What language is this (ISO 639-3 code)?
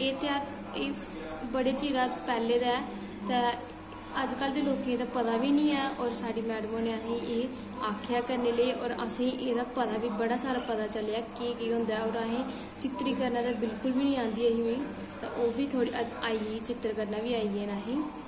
doi